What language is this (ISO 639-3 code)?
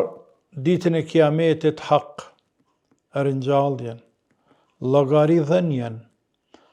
sqi